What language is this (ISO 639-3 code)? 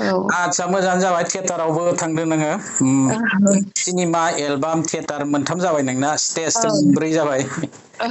brx